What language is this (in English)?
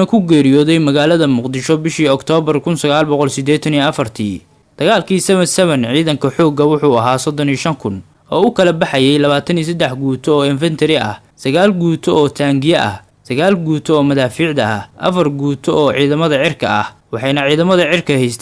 Somali